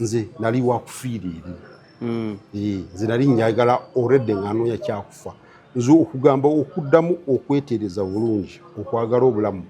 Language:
Ganda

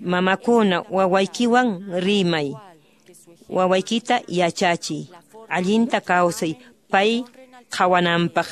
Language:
Quechua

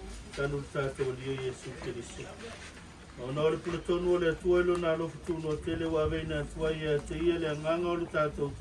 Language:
Samoan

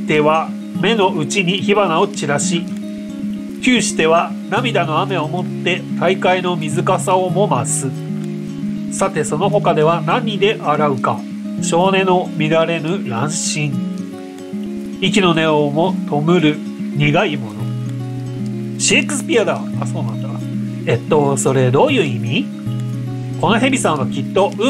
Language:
Japanese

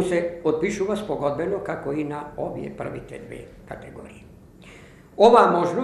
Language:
Macedonian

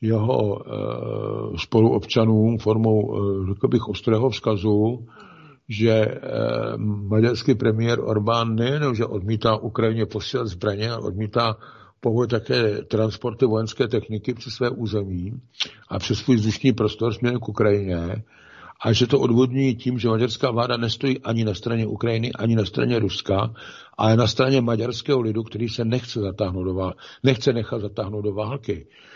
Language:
Czech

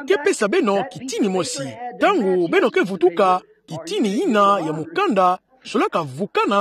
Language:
Kituba (Democratic Republic of Congo)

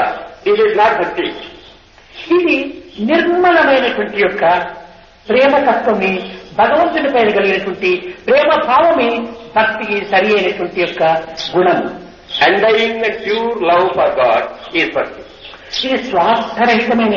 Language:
Telugu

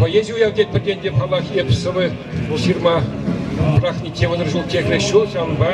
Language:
Chuvash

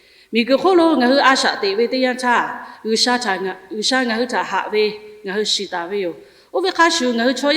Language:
Lahu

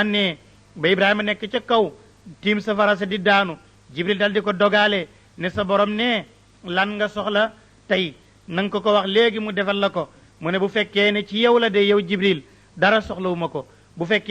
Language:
Wolof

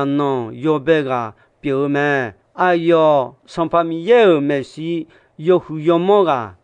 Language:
Akha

